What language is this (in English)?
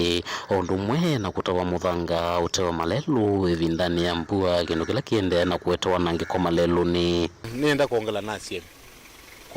Kamba